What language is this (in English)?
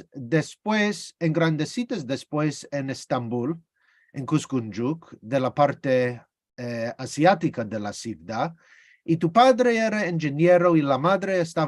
Ladino